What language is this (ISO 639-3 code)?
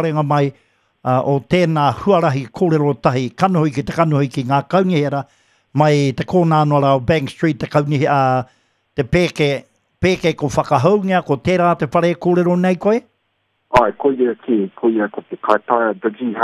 mri